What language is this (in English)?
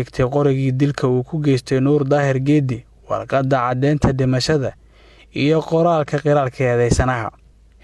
Somali